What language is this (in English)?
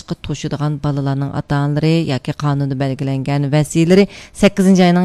Uyghur